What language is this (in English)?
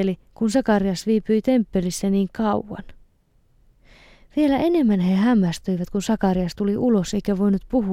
Finnish